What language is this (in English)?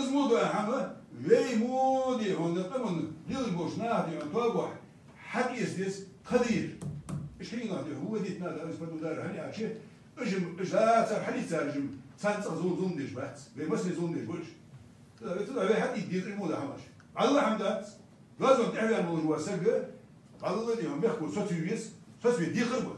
Ingush